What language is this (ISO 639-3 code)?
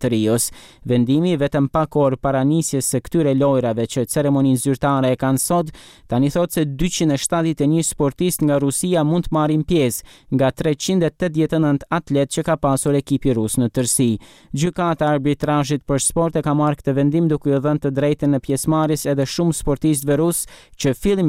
sqi